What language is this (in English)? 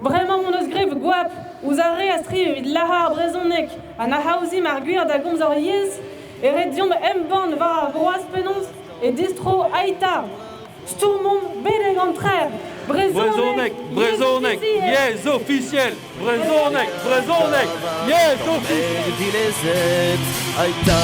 Breton